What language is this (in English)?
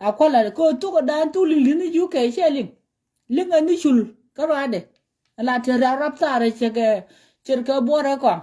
Nuer